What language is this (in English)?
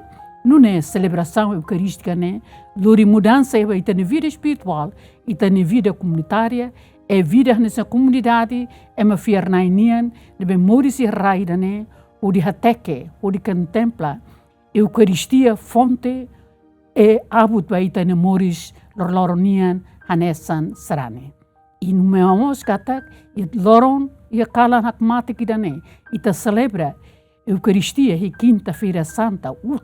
Tetum